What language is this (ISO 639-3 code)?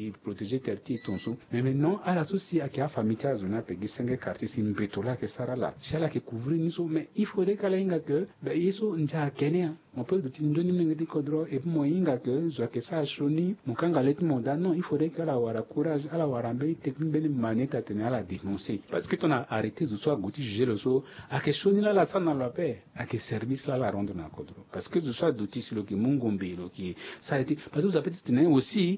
sag